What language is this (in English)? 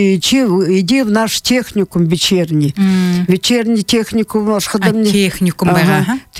Buriat